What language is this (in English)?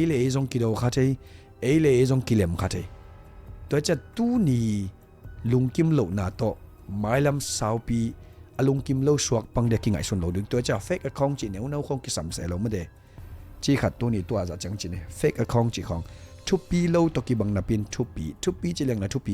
Tedim Chin